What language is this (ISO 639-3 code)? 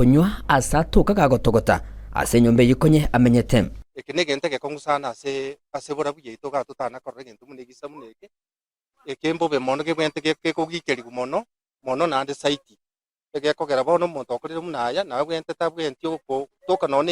guz